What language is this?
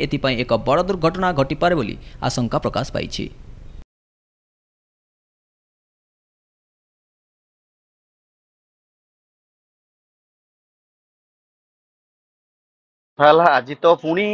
Odia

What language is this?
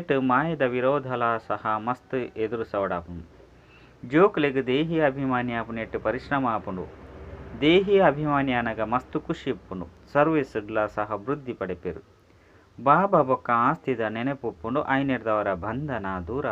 Tulu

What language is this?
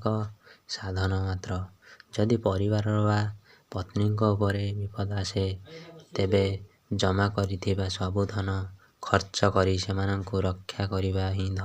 Odia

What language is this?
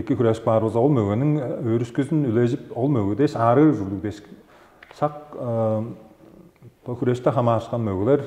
Tuvinian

